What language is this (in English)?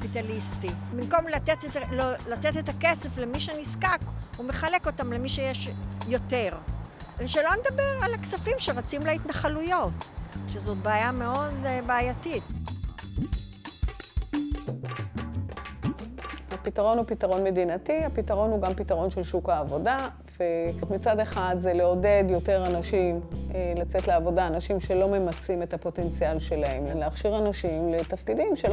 Hebrew